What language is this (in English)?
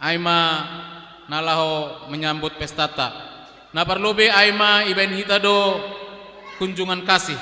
Batak Simalungun